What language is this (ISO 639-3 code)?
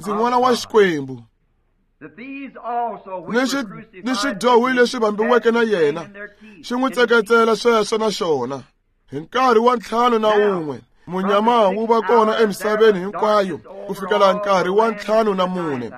tso